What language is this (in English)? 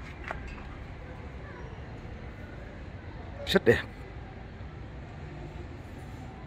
Vietnamese